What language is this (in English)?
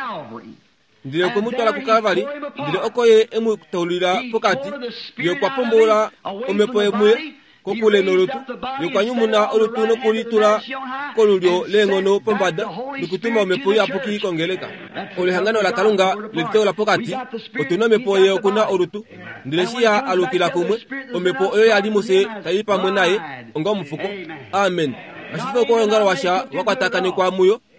Kuanyama